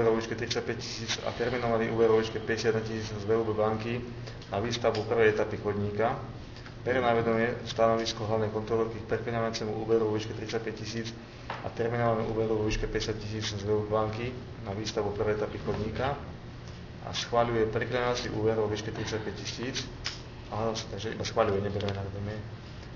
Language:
Slovak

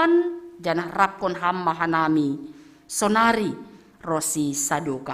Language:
Batak Simalungun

